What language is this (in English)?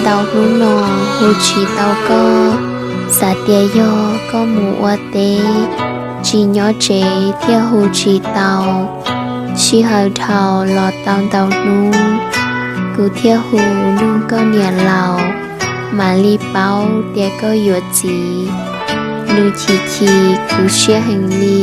Hmong